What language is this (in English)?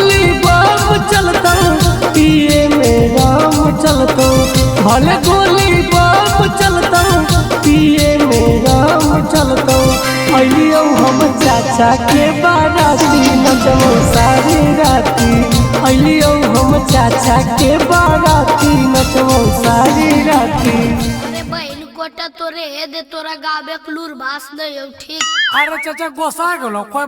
Magahi